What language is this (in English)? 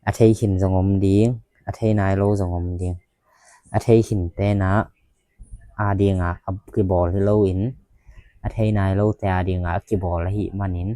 Tedim Chin